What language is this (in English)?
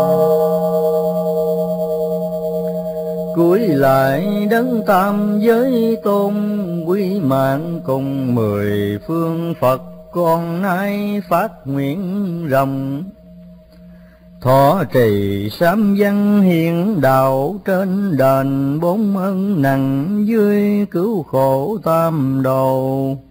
Vietnamese